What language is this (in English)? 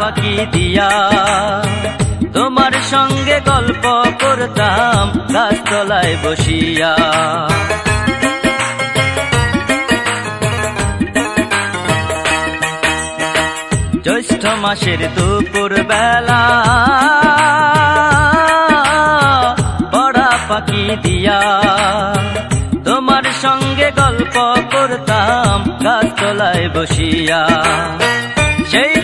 Bangla